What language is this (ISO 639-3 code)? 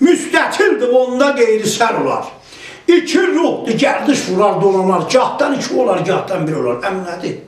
azb